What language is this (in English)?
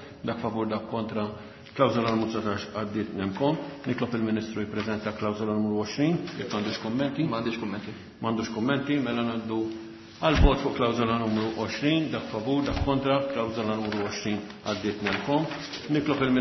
Maltese